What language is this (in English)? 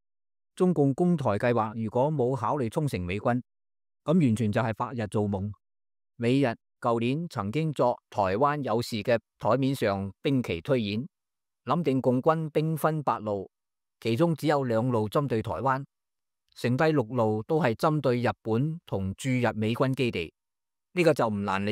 Cantonese